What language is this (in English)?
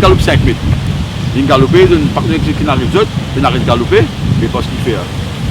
Morisyen